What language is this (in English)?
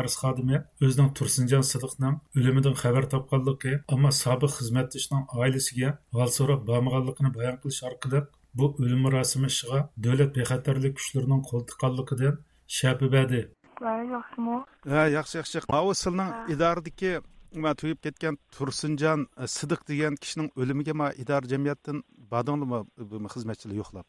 Uyghur